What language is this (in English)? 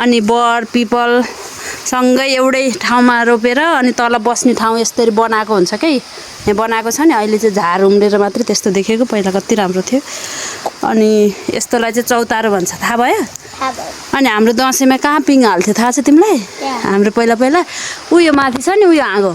Nepali